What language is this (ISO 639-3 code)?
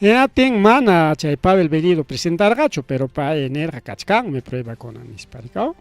quy